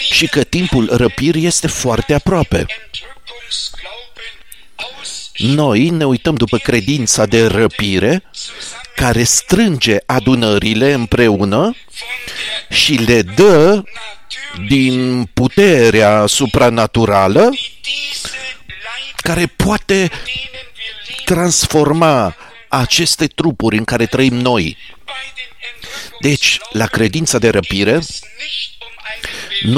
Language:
Romanian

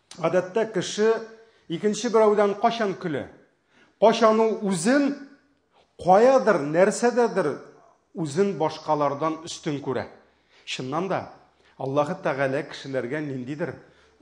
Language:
Tatar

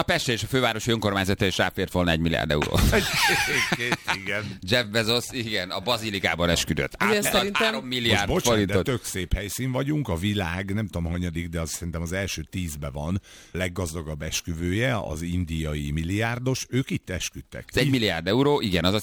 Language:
Hungarian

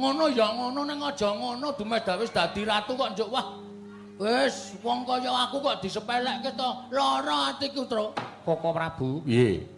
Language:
Javanese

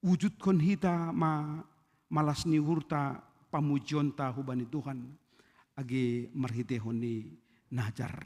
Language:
Batak Simalungun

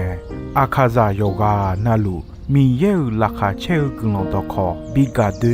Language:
Akha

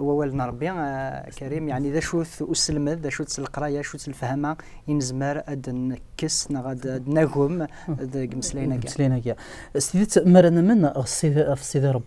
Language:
Kabyle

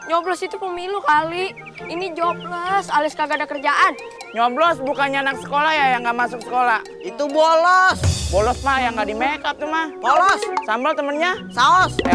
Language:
Betawi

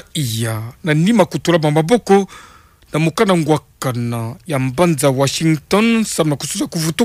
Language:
Kituba (Democratic Republic of Congo)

